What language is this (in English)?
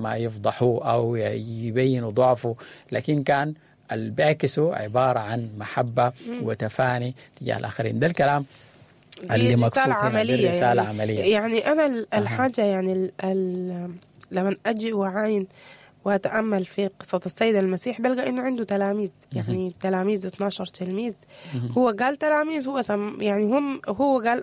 Sudanese Arabic